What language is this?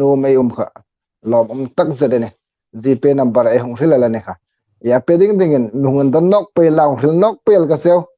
Hmar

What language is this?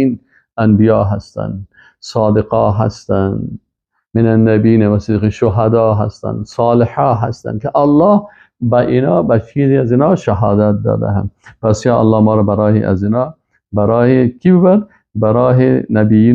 Persian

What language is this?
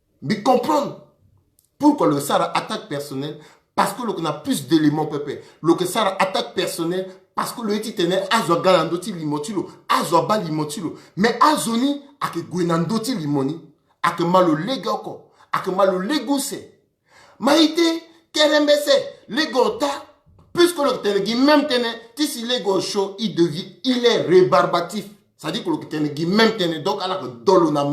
Sango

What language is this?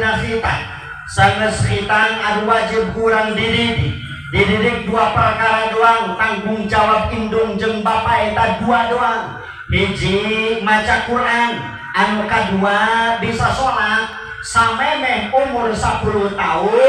Sundanese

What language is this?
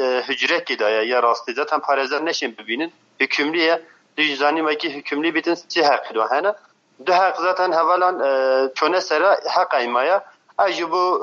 Kurdish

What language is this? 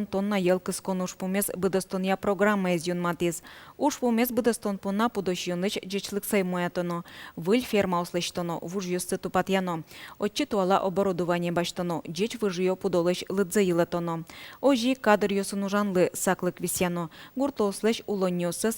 Udmurt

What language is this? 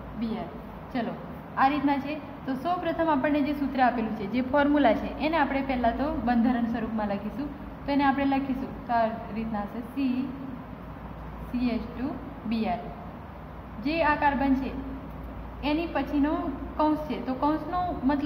Gujarati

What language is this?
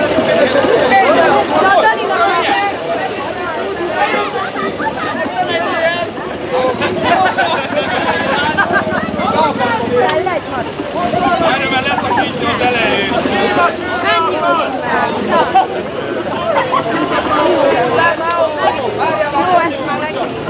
Hungarian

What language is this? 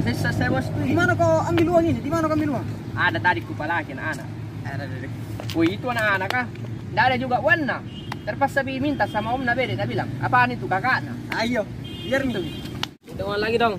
Makassar Malay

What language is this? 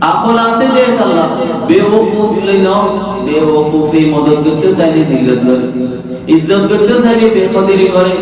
Rohingya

